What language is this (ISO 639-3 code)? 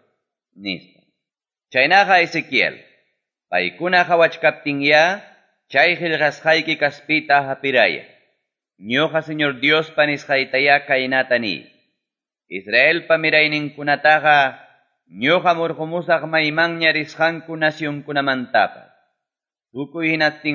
quy